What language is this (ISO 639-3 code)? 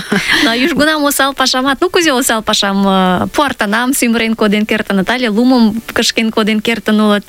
chm